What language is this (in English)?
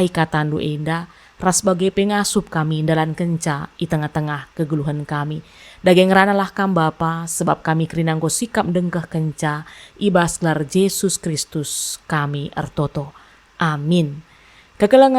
Batak Karo